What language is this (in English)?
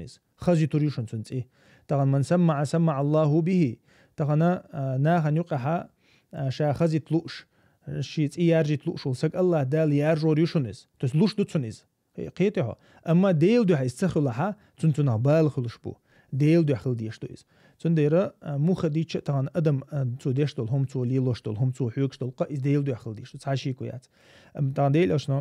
Chechen